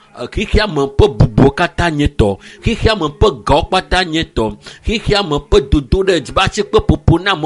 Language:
Ewe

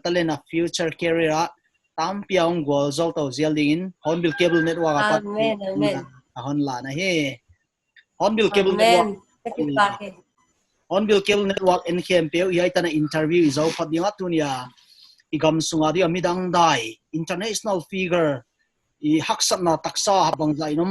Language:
Paite Chin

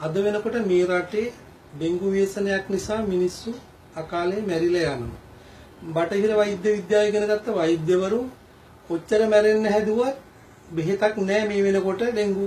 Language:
Sinhala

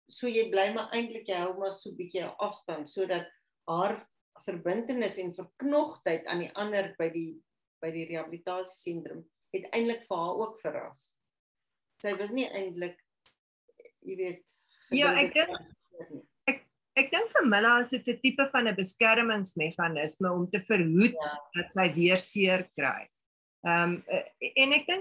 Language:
Afrikaans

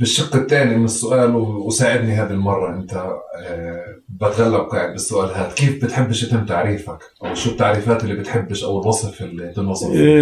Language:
North Levantine Arabic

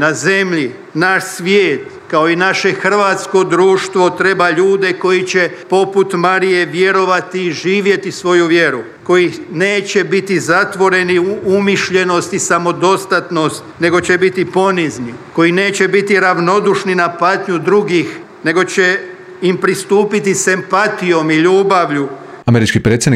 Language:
Croatian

